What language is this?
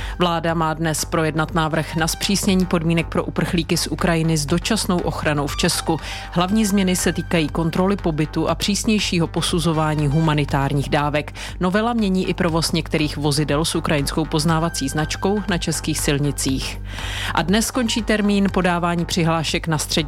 Czech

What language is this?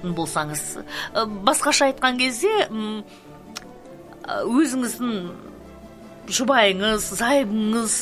Kazakh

